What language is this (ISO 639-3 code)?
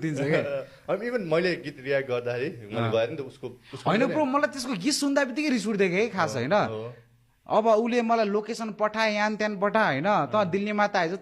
nep